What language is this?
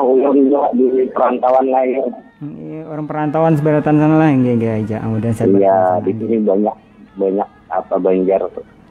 Banjar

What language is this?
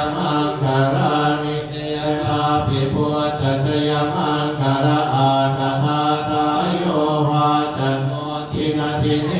Pali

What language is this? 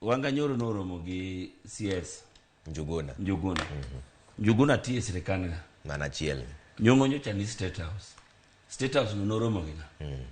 Luo (Kenya and Tanzania)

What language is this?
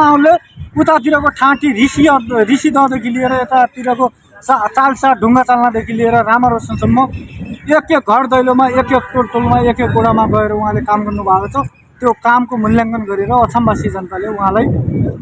Nepali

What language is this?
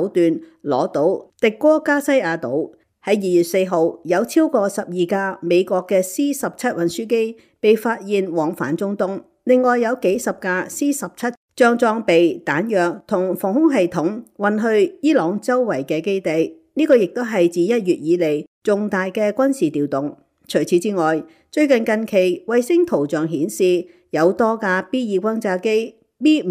Cantonese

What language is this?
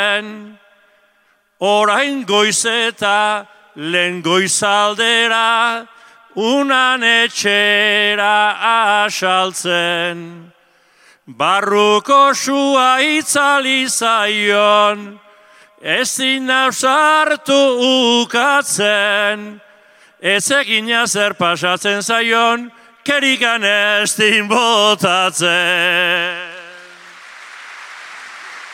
Basque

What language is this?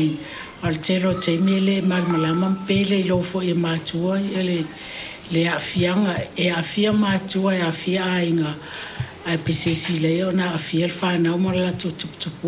Samoan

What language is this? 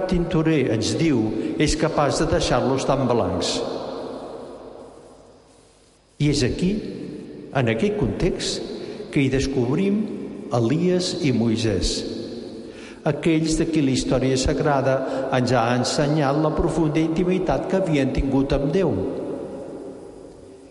Catalan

